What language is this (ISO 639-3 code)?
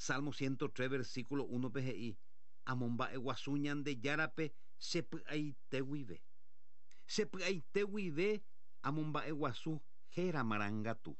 grn